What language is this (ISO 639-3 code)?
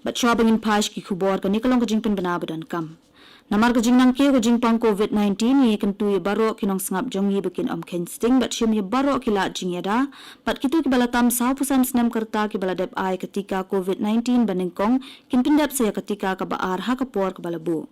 kha